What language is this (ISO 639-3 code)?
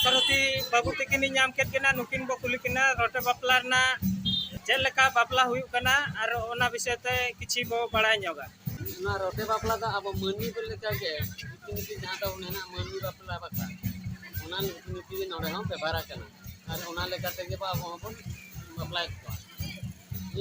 sat